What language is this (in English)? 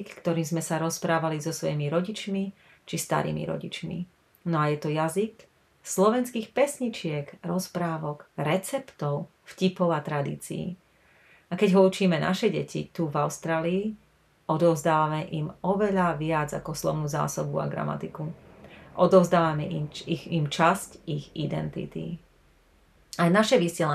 Slovak